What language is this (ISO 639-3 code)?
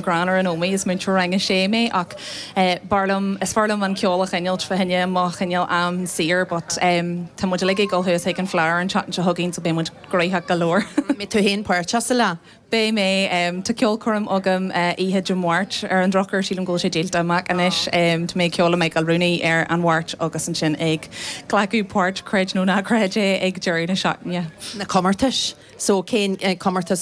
gle